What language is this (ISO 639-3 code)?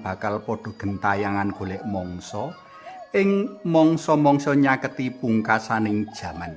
jav